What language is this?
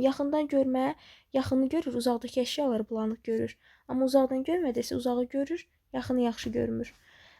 Azerbaijani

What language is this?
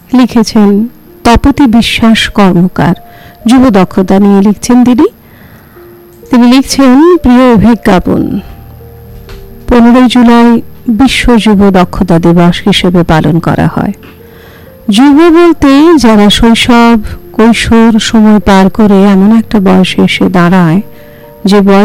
Bangla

